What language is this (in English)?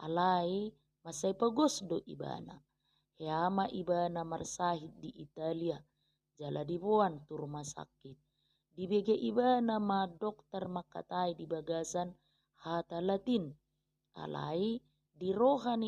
Batak Toba